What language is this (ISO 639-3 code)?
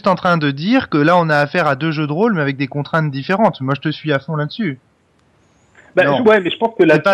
fra